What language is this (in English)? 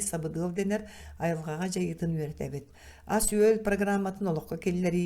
Yakut